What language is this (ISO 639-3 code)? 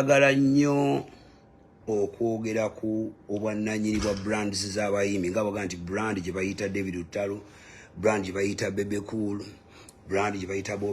lug